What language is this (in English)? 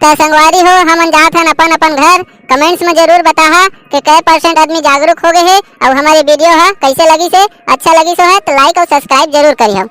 Chhattisgarhi